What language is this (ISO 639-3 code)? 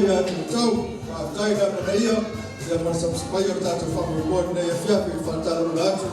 smo